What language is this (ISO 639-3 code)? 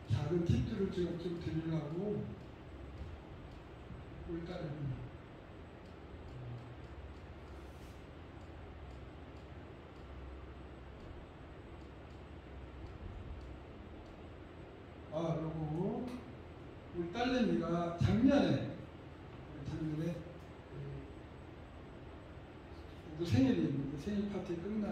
kor